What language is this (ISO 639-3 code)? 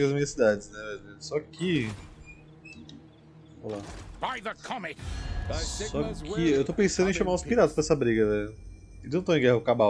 por